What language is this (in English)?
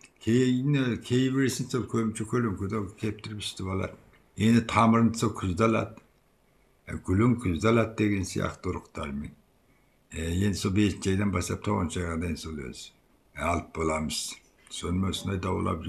Kazakh